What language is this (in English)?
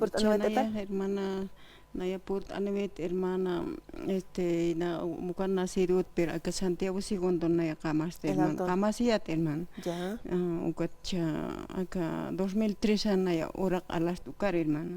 Aymara